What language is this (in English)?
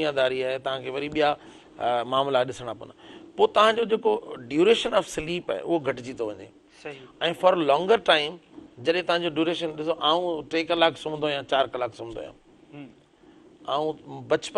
Sindhi